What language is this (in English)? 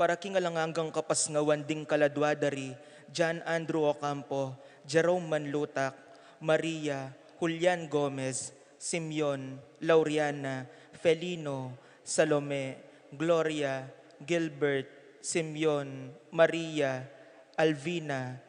Pampanga